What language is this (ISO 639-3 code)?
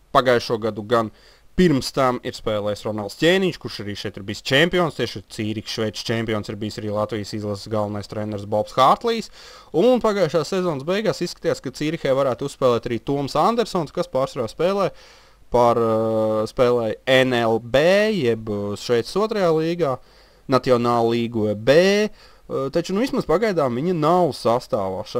lav